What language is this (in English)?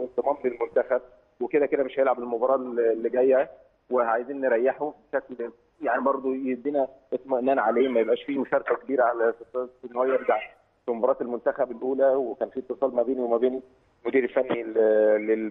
Egyptian Arabic